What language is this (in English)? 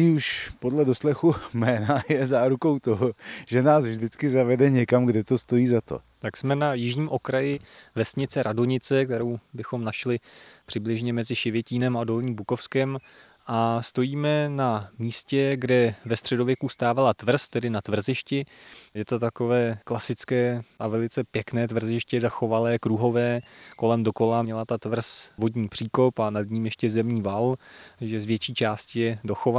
Czech